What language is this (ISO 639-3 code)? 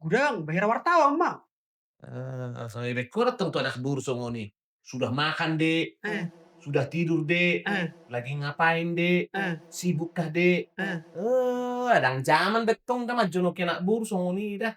bbc